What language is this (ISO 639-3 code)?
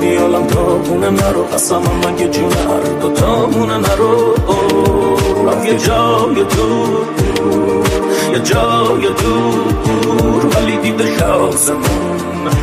fas